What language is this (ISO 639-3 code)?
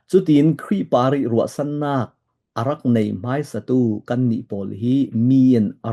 cfm